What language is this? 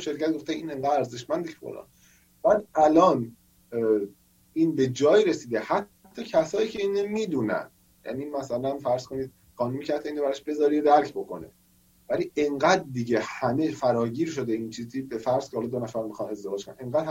Persian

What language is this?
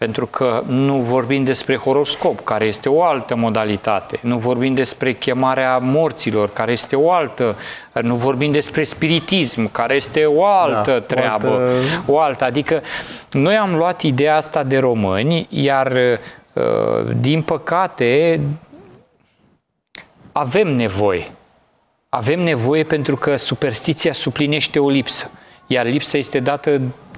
Romanian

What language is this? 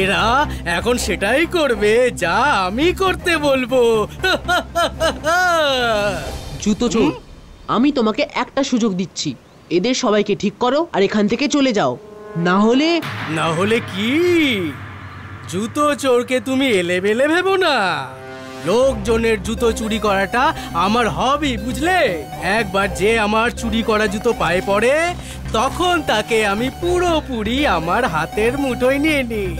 Bangla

